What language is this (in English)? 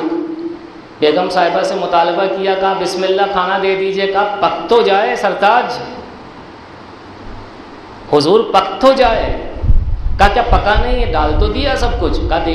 Urdu